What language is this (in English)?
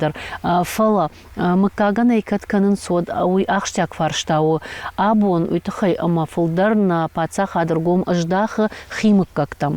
Ossetic